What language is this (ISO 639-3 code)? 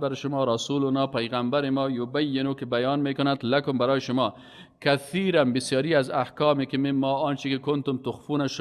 fas